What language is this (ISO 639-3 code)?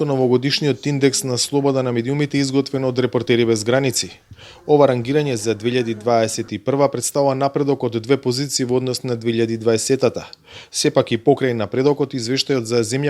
mkd